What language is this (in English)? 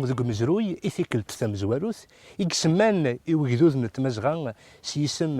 Kabyle